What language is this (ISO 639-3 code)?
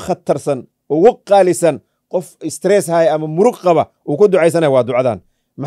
som